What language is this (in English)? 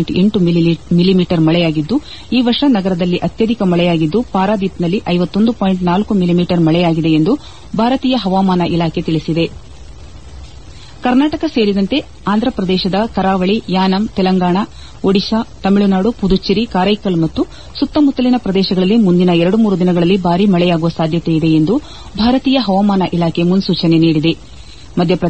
Kannada